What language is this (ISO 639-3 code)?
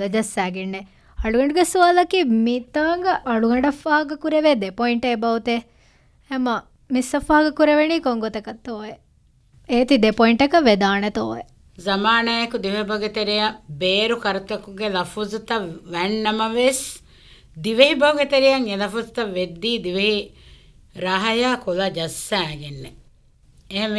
div